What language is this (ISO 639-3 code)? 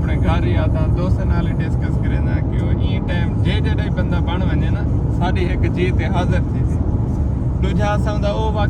skr